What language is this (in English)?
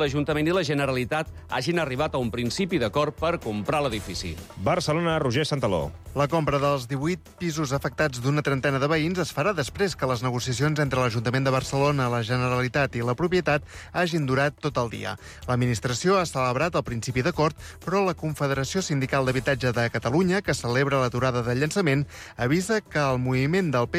Catalan